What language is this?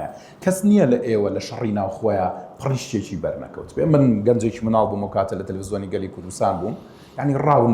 Central Kurdish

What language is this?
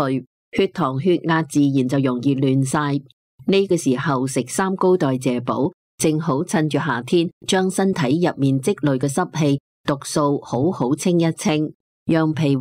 Cantonese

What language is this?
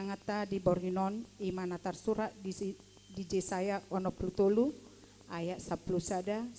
Batak Toba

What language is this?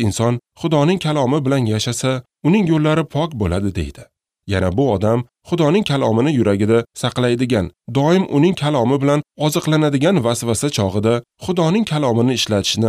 Uzbek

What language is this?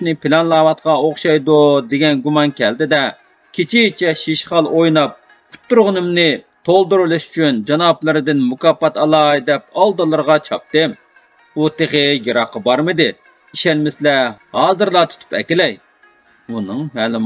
Uyghur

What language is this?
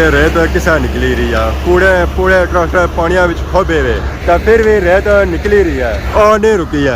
Pahari-Potwari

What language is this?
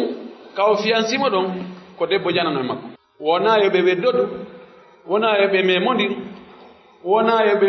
Pular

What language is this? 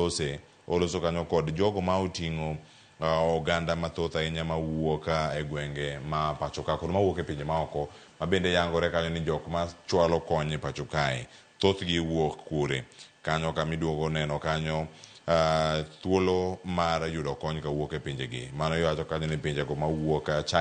Luo (Kenya and Tanzania)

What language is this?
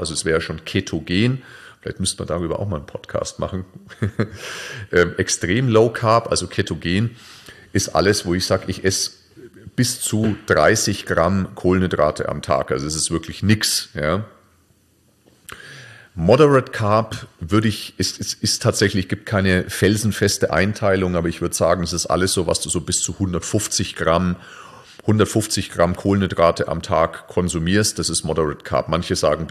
German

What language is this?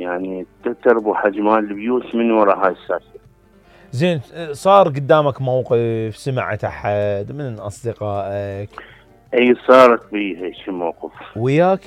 Mesopotamian Arabic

